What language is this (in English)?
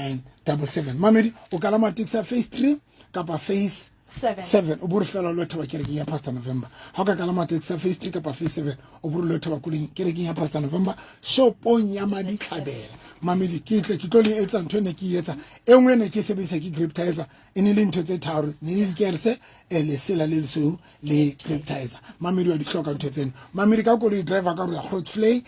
Southern Sotho